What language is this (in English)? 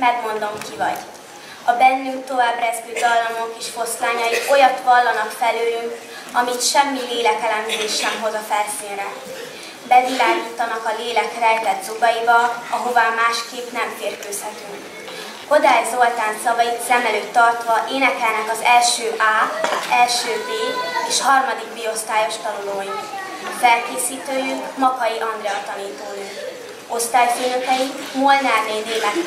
Hungarian